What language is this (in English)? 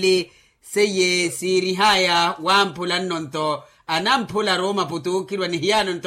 Makhuwa